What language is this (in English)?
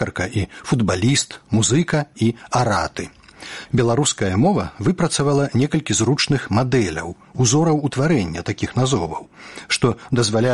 Belarusian